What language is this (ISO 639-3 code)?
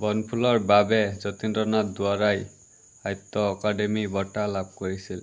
asm